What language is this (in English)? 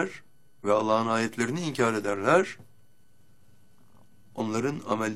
Turkish